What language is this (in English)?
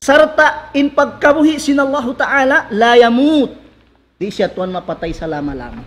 Tausug